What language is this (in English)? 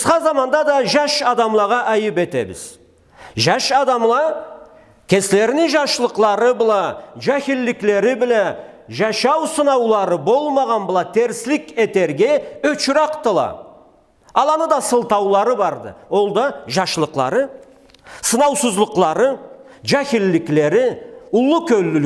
Karachay-Balkar